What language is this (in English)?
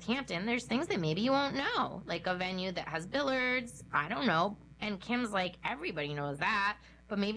English